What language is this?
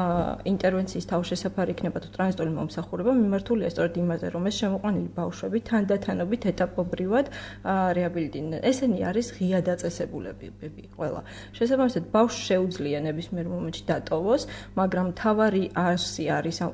Georgian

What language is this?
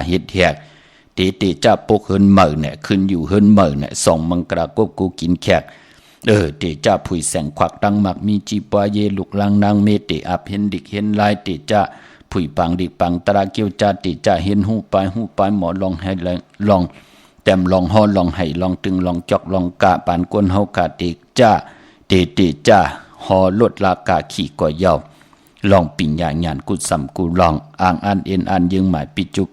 Shan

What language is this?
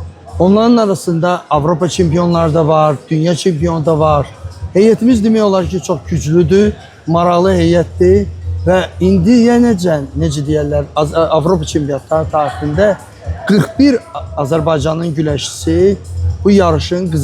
Azerbaijani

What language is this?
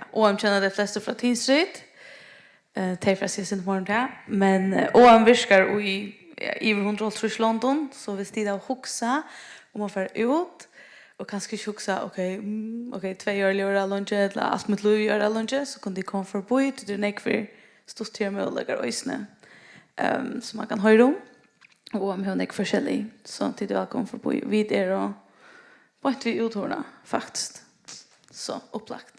Faroese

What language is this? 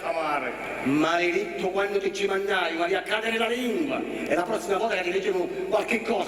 Sicilian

